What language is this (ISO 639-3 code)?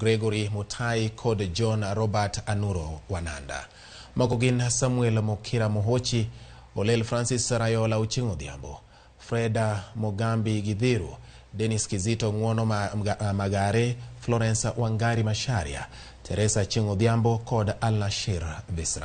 luo